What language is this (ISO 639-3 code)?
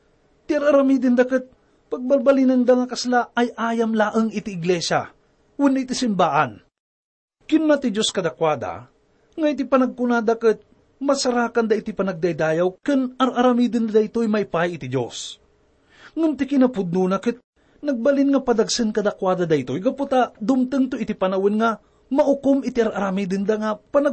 ilo